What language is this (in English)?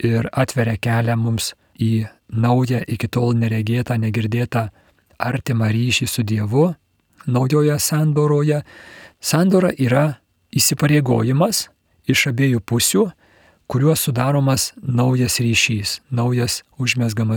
Lithuanian